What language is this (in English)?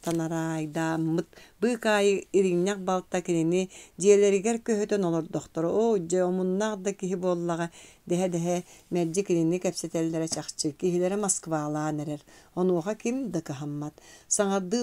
Yakut